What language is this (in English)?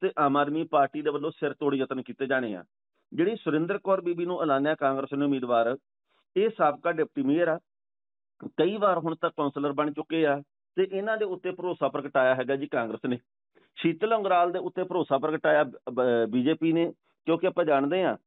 Punjabi